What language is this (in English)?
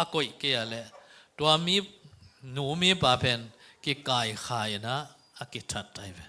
Tedim Chin